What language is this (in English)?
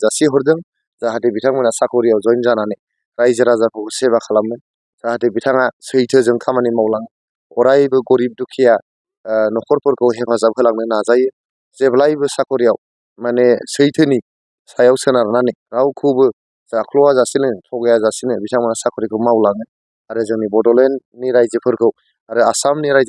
Bodo